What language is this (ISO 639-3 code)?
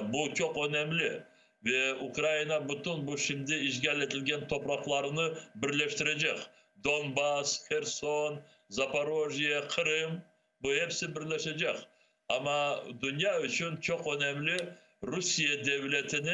crh